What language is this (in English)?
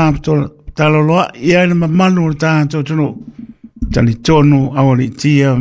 Samoan